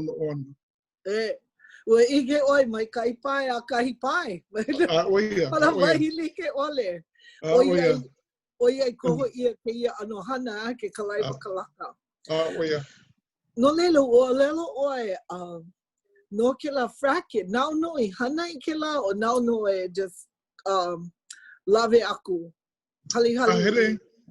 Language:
Hawaiian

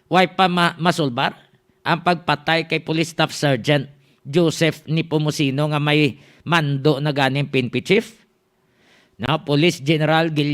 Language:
Hiligaynon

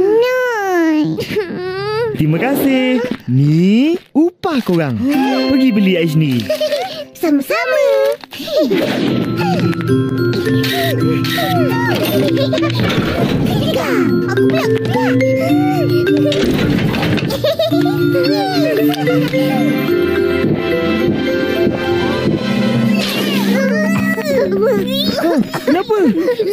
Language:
Malay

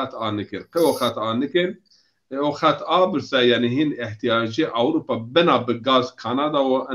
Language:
Zaza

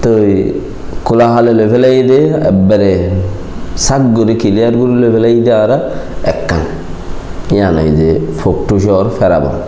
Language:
Rohingya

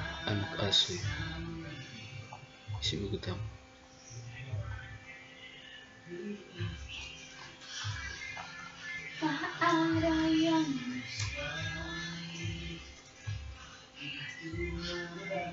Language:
Indonesian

